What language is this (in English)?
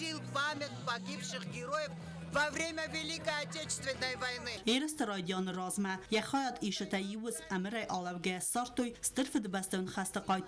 Ossetic